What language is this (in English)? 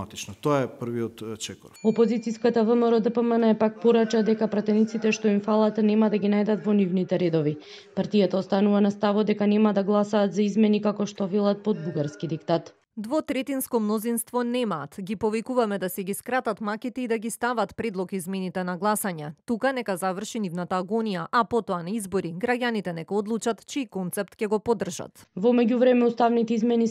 Macedonian